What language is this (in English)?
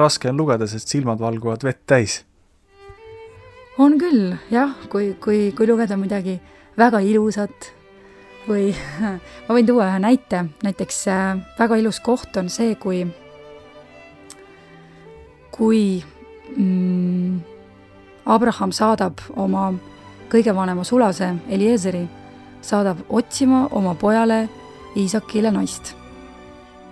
Estonian